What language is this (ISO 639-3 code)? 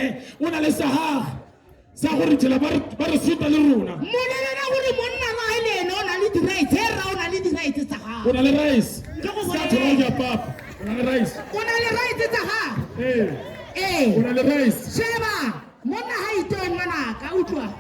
tsn